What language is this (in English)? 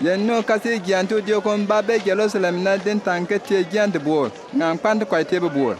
Bimoba